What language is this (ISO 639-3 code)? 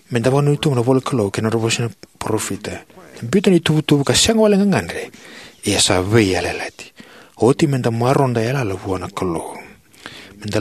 fij